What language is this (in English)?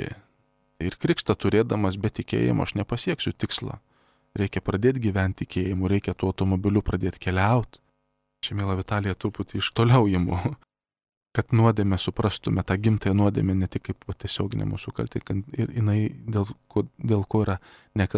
Lithuanian